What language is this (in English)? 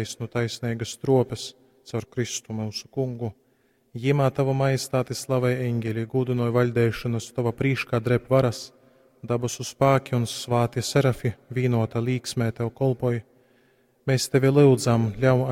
Latgalian